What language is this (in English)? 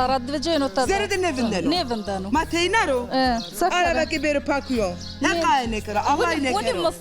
Zaza